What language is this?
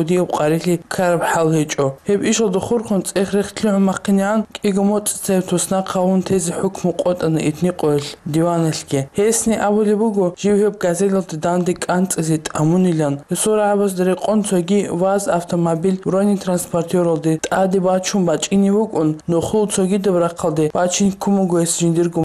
Avaric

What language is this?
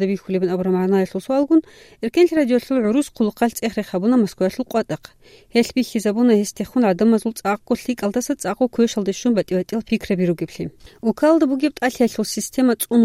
Avaric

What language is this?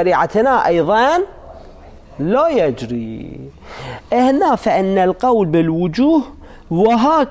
Arabic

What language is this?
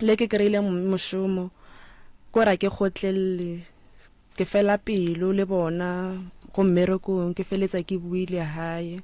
Northern Sotho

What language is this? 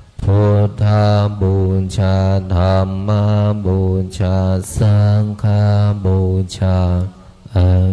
Pali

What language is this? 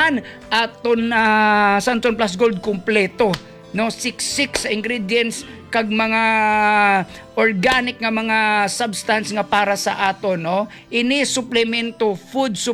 Hiligaynon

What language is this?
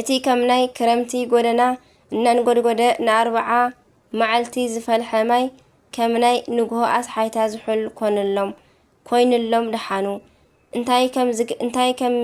Tigrinya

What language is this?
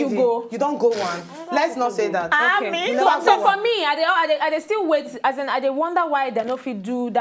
Nigerian Pidgin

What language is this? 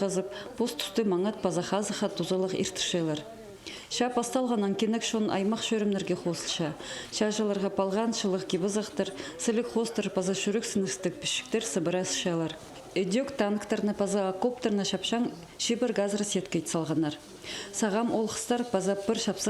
Khakas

